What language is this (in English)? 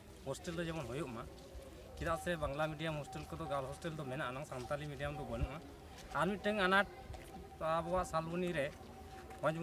Santali